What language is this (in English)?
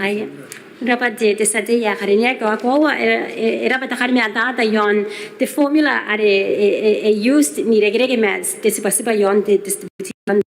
Gilbertese